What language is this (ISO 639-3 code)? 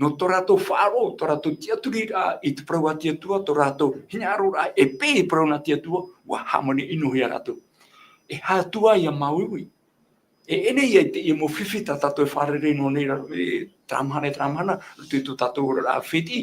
tah